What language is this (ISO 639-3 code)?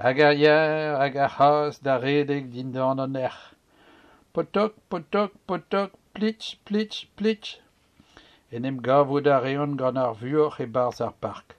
bre